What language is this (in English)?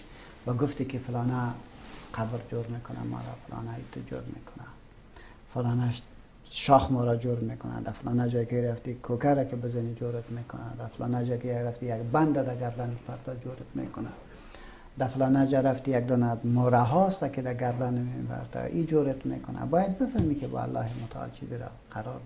Persian